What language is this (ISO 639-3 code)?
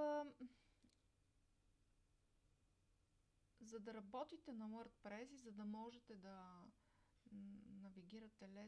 bul